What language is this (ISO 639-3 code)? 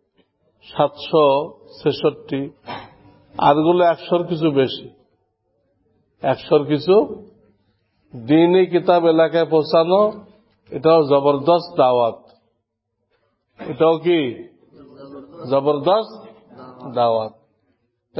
ben